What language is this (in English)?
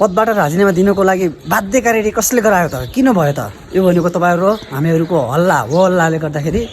Nepali